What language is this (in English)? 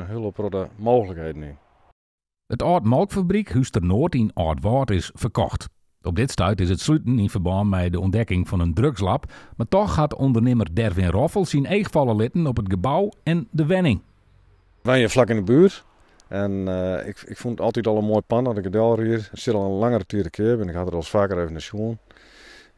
Western Frisian